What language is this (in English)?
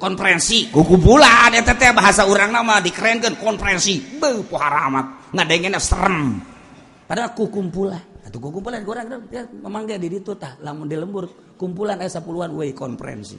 Sundanese